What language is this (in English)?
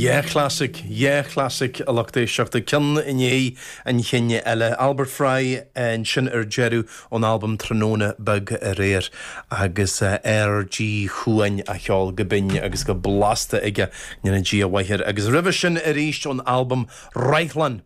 Irish